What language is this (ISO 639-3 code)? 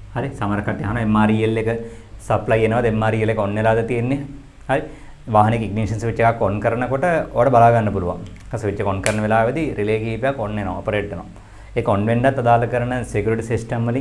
sin